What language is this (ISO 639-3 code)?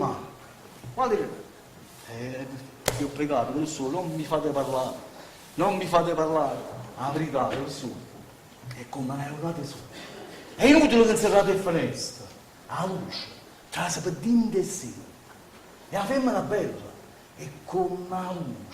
nap